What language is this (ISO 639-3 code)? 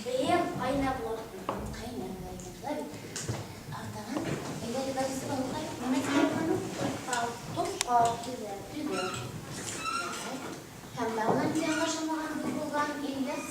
bak